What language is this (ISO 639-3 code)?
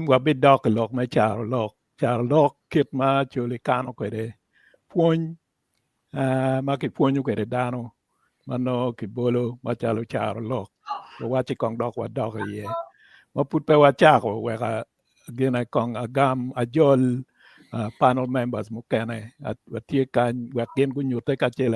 ach